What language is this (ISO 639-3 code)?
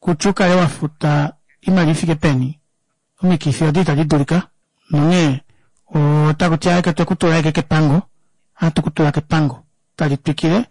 kua